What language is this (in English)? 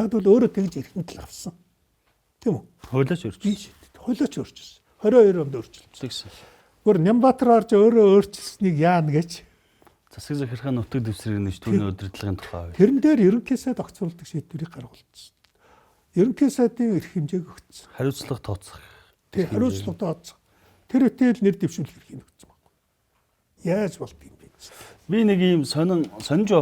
Mongolian